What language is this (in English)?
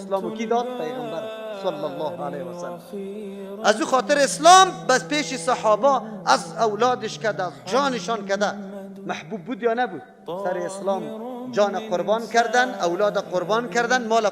Persian